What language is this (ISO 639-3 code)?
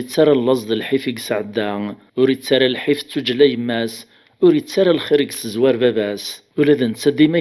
kab